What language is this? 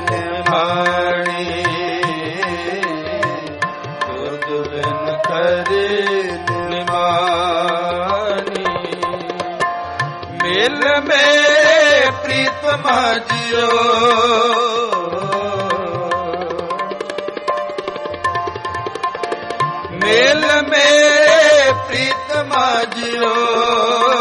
Punjabi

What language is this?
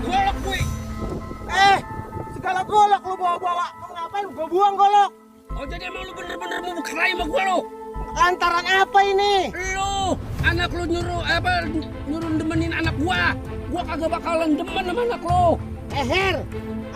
Betawi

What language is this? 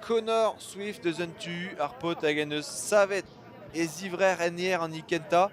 Breton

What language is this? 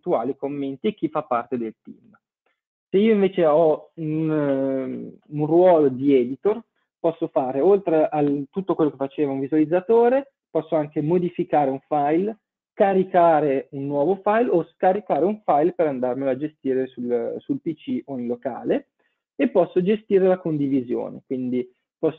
Italian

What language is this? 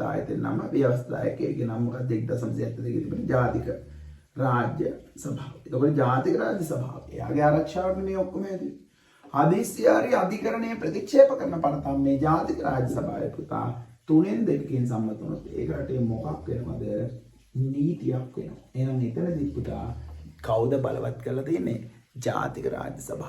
Sinhala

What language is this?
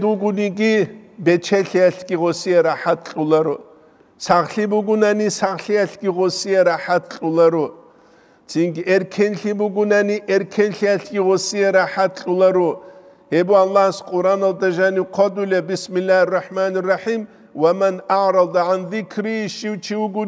Avaric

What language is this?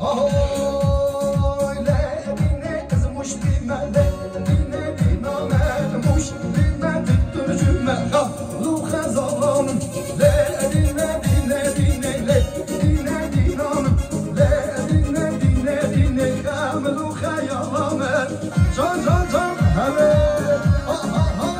Kurdish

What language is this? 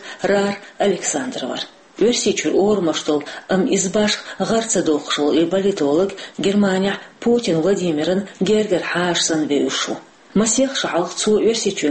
Chechen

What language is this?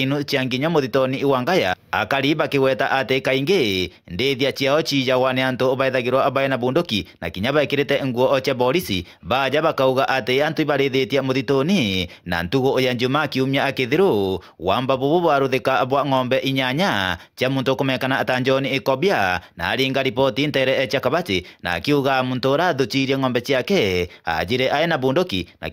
Meru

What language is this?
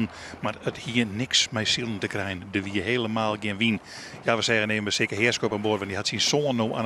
Western Frisian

